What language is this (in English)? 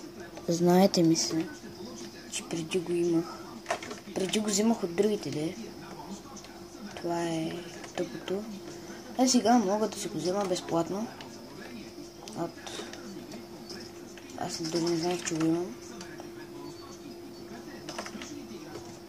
Bulgarian